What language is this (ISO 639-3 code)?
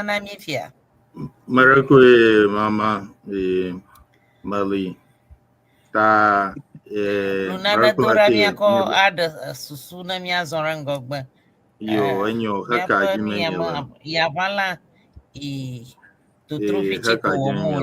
ewe